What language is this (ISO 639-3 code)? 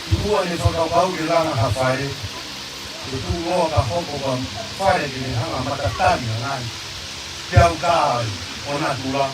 ton